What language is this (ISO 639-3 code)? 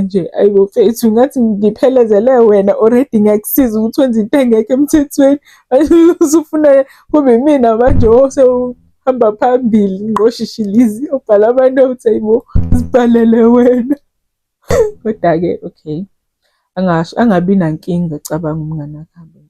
zul